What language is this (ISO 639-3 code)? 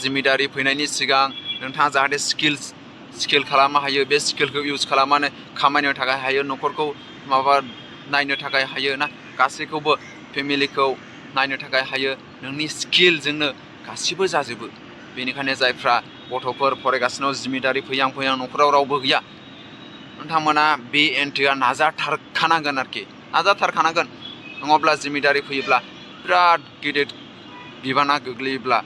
brx